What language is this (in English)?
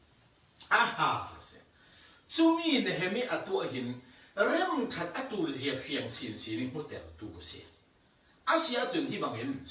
Falam Chin